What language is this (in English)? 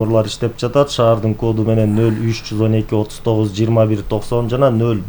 Kyrgyz